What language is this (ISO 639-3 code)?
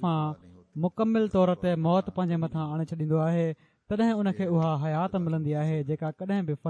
snd